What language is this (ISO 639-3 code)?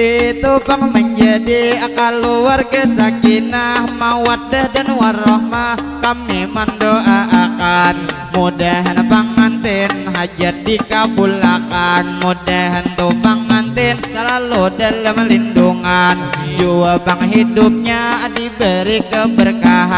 bjn